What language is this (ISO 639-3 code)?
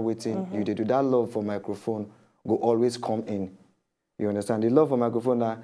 pcm